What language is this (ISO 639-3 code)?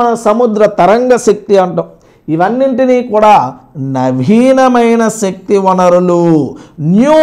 tel